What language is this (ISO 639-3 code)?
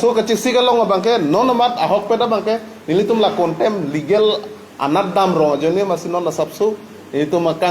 mjw